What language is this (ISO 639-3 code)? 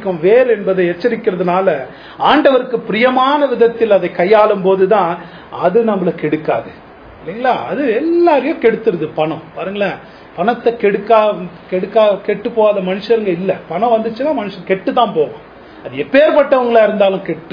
tam